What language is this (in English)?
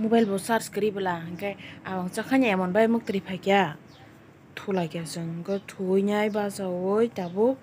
Kok Borok